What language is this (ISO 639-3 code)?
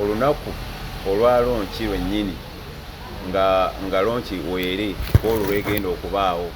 lug